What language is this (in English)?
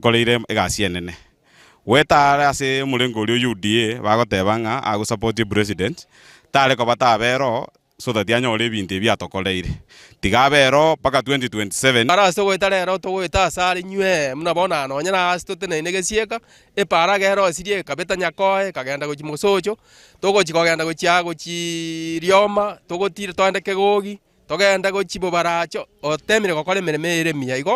Gusii